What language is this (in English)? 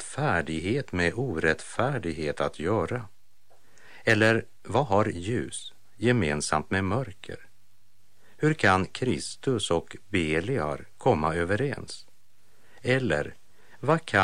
Swedish